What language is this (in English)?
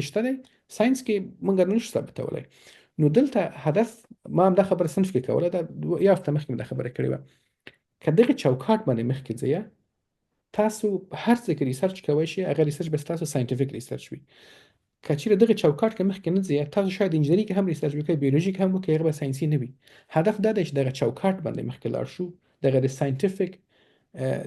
Pashto